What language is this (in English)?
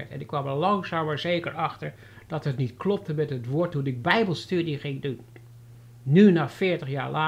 Dutch